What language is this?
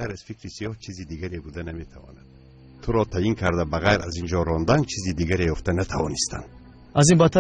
Tajik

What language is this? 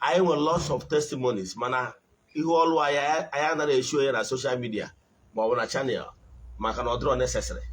Igbo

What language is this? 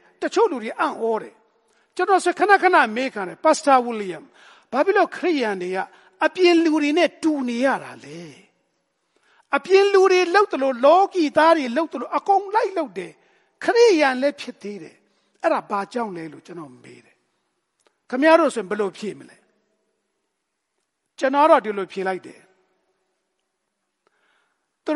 Burmese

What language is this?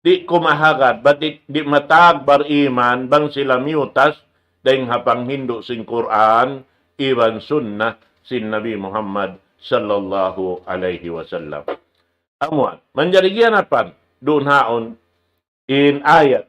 Tausug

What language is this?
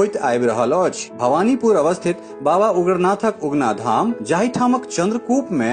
Maithili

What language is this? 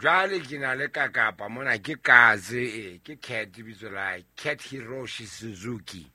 Southern Sotho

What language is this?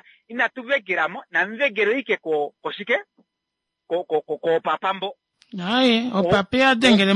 Kuanyama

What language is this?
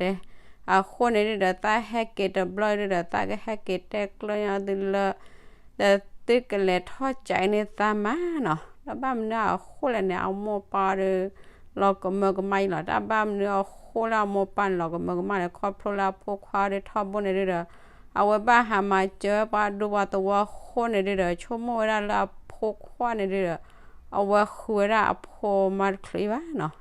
S'gaw Karen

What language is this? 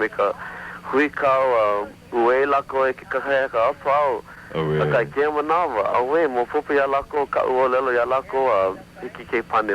Hawaiian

